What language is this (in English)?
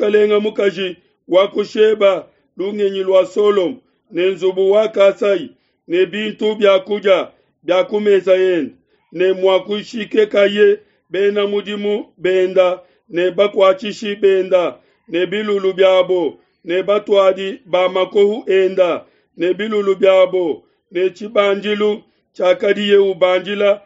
Luba-Lulua